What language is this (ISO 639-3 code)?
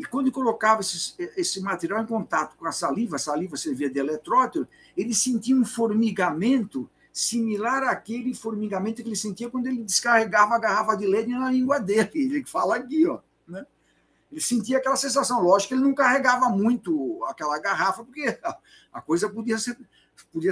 por